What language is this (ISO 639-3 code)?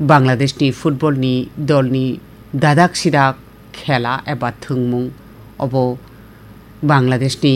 trp